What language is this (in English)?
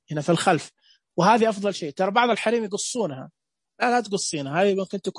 Najdi Arabic